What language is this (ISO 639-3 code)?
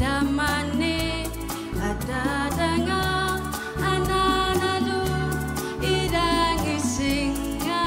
kal